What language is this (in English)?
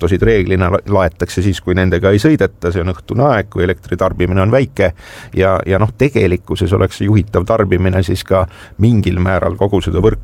Estonian